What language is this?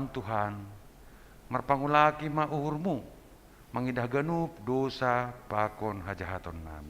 Batak Simalungun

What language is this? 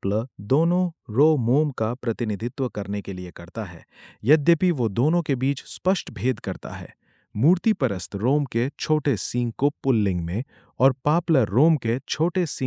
Hindi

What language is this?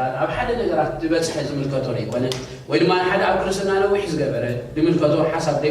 Tigrinya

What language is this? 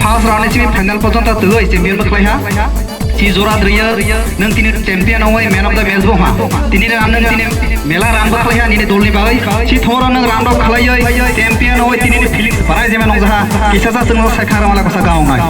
Kok Borok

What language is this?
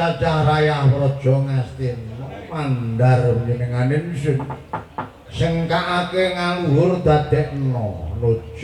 Javanese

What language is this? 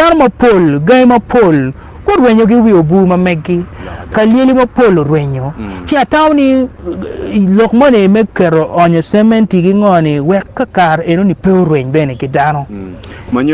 Acoli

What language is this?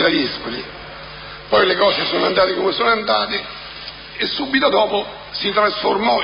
Italian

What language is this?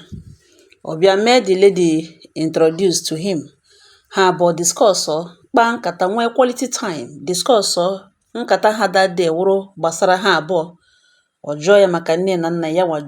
Igbo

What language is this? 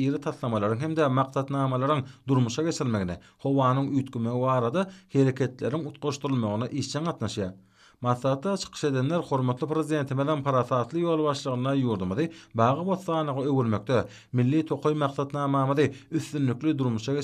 Turkmen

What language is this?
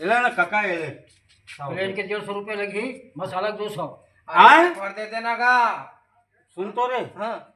Chhattisgarhi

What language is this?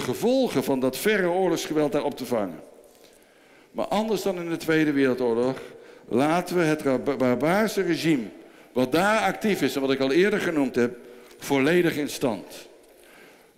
Dutch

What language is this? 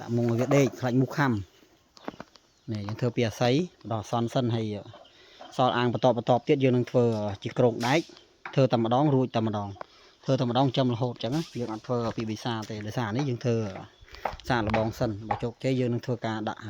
Khmer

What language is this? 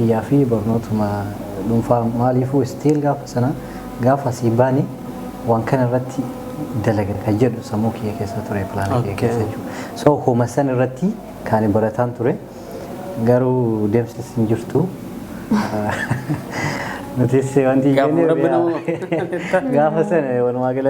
Oromo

